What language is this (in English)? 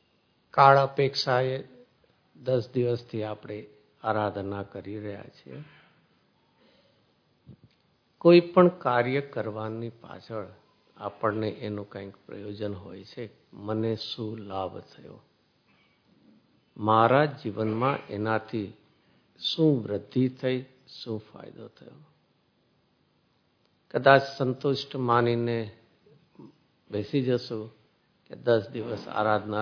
Gujarati